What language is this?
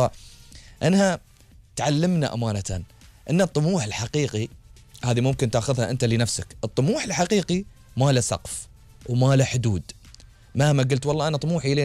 Gulf Arabic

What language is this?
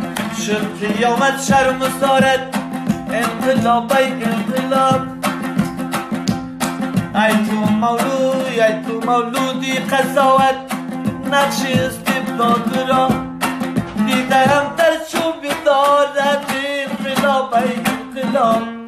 Persian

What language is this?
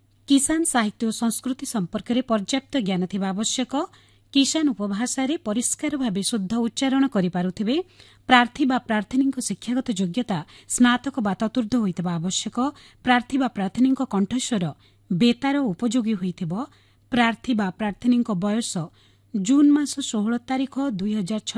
Odia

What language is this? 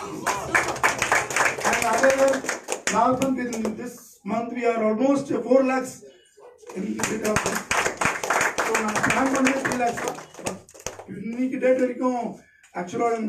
Tamil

